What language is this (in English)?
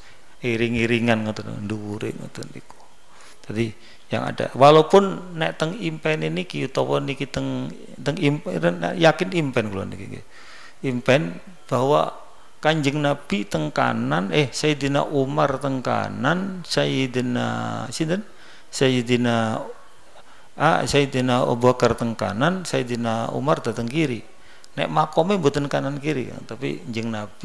Javanese